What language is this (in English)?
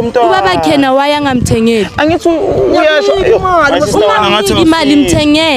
Zulu